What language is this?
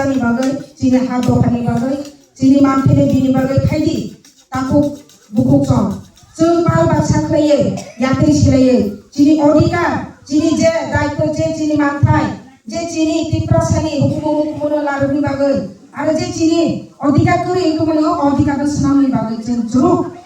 Kok Borok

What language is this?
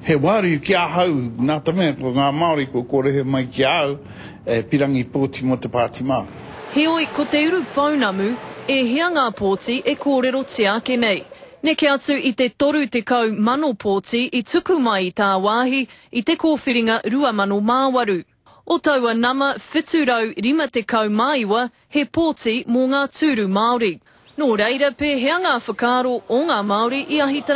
Māori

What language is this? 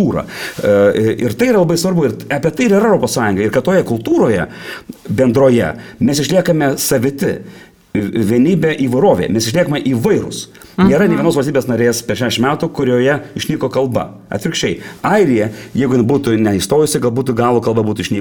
Lithuanian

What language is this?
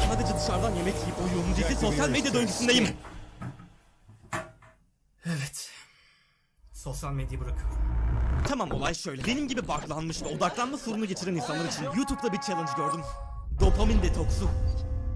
Turkish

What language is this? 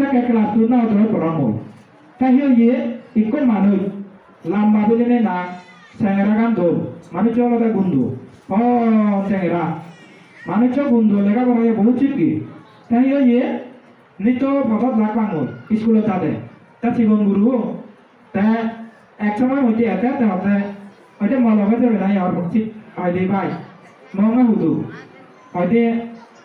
Chakma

